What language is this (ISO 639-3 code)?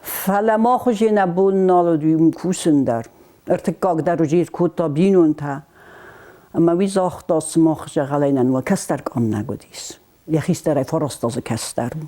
oss